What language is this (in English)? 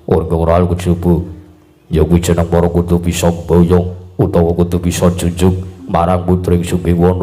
Javanese